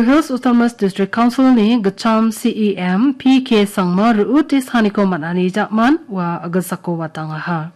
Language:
Garo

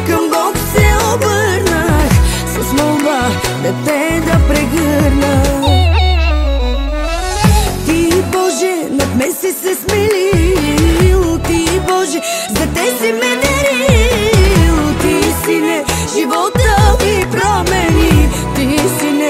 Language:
Bulgarian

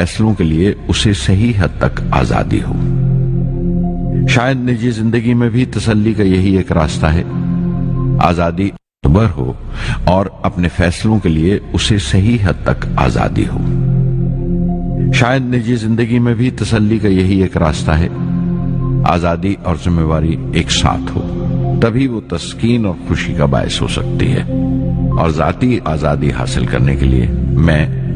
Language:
Urdu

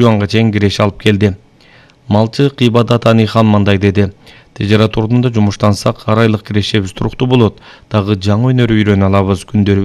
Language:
Kyrgyz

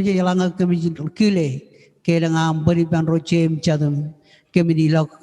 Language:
Marshallese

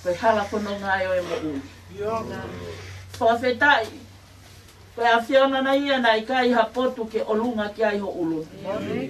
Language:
Tongan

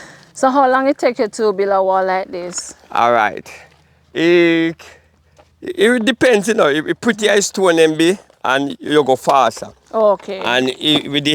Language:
Jamaican Creole English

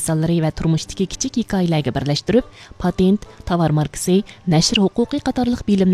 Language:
Uyghur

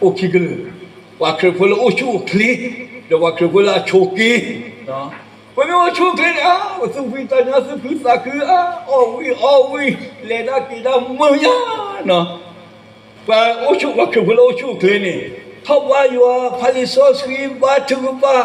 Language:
S'gaw Karen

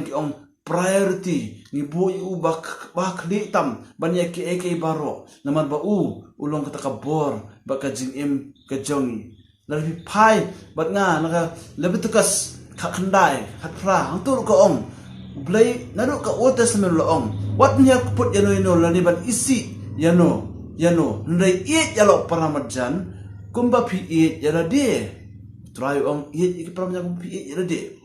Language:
Khasi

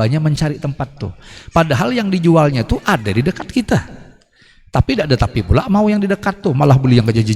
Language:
Banjar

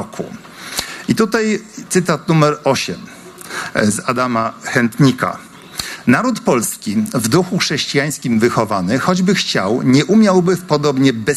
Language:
Polish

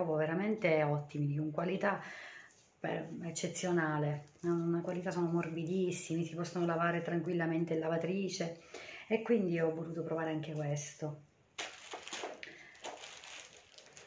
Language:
Italian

